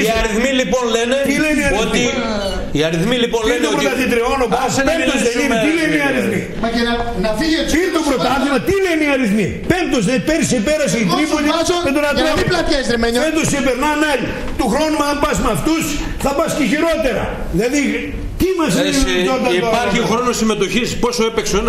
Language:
Greek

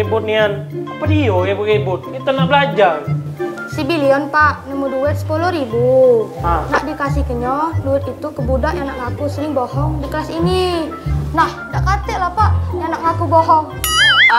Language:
Musi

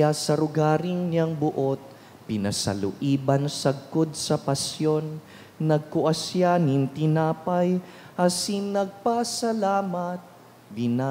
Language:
Bikol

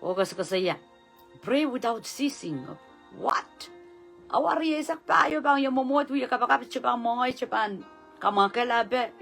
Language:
Pohnpeian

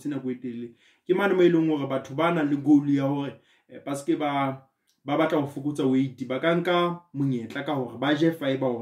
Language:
Southern Sotho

